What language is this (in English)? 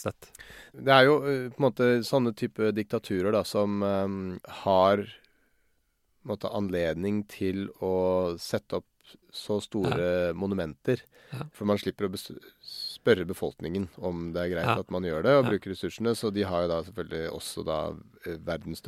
Norwegian